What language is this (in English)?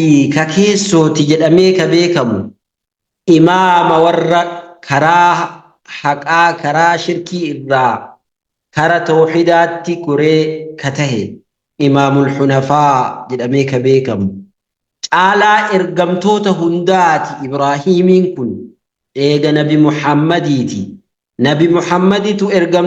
Oromo